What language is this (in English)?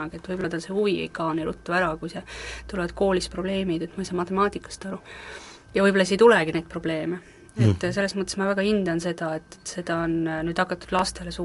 Estonian